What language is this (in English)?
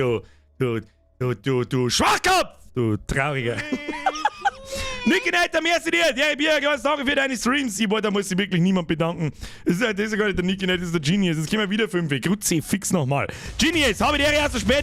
Bavarian